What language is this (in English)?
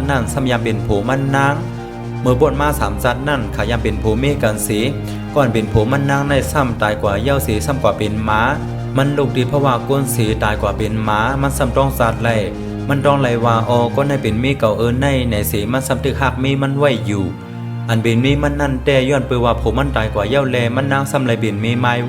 Shan